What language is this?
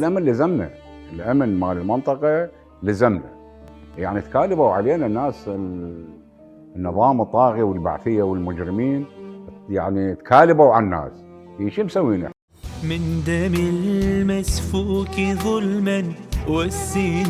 Mesopotamian Arabic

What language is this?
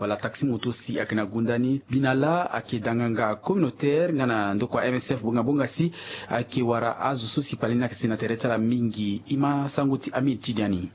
Sango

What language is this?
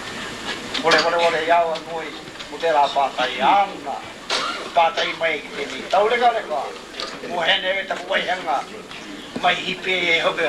Māori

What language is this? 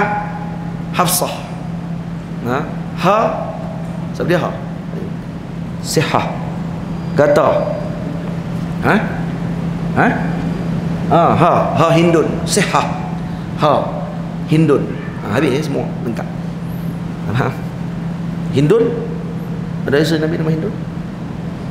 Malay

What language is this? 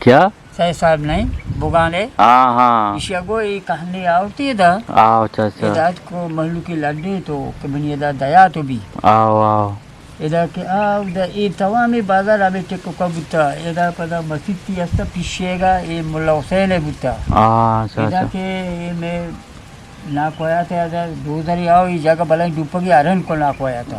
Eastern Balochi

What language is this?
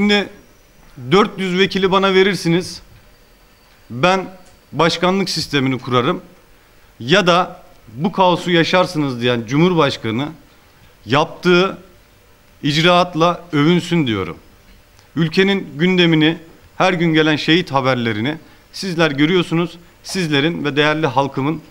Turkish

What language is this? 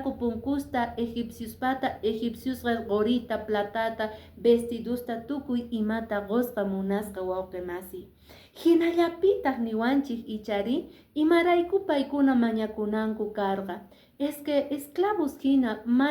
Quechua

